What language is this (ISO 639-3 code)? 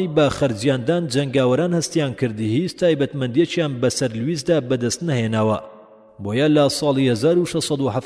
ckb